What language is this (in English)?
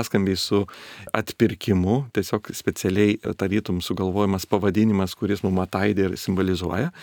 Lithuanian